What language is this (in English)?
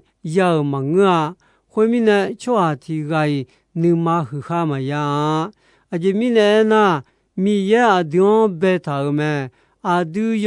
Akha